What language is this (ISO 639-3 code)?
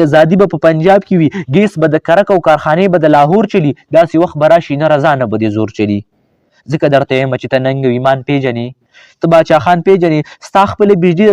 pus